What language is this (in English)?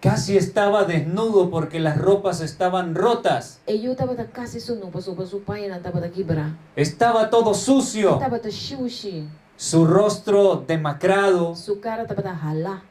Papiamento